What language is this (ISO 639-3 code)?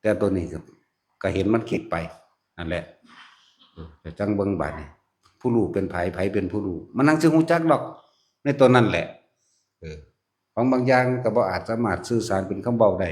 tts